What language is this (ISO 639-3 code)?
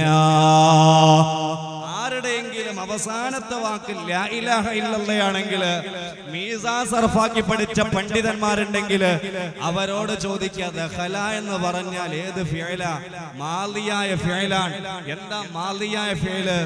mal